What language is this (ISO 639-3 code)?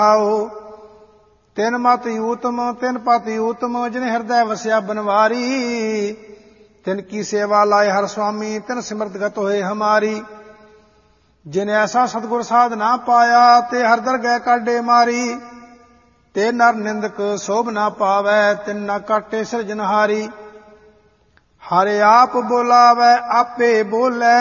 pan